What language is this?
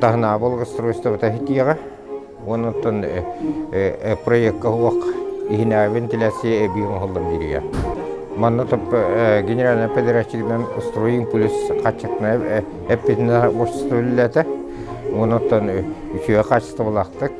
Yakut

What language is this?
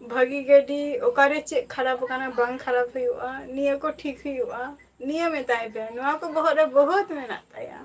Santali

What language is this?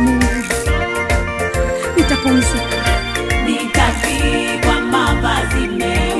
Swahili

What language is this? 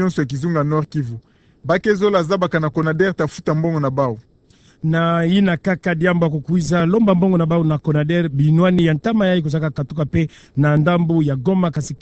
Kituba (Democratic Republic of Congo)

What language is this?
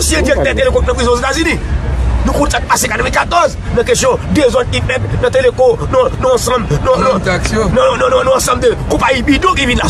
Haitian Creole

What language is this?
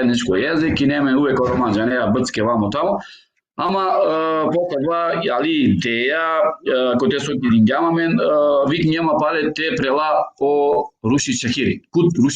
Balkan Romani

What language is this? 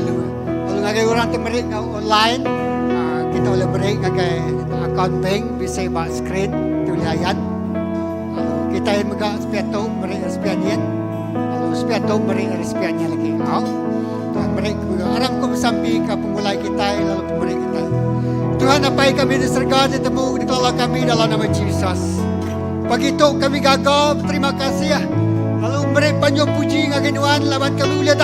Iban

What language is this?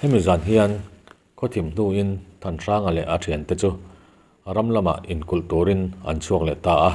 Mizo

